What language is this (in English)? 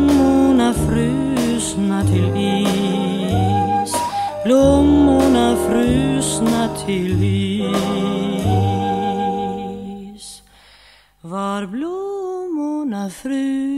Swedish